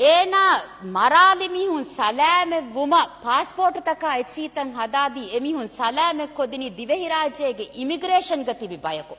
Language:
Divehi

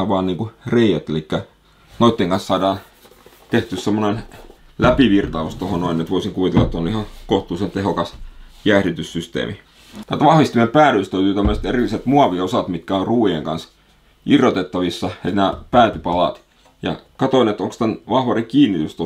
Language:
Finnish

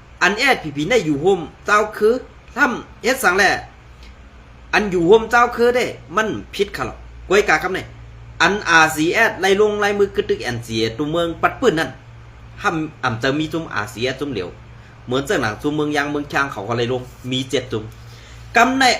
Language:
Shan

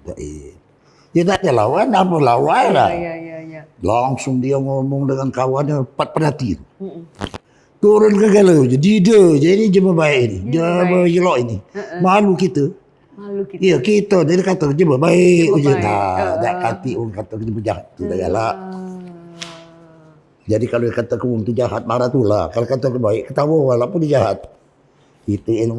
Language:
Musi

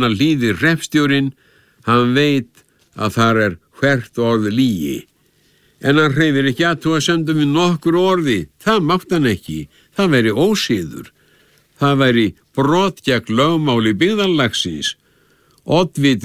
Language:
Icelandic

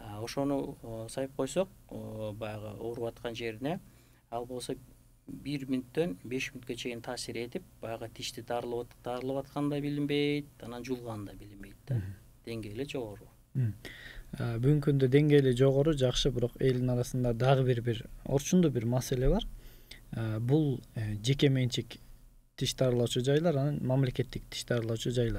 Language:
Kyrgyz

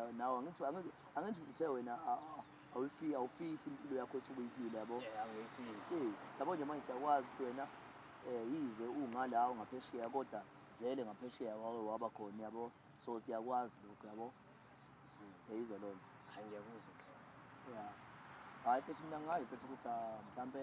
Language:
Zulu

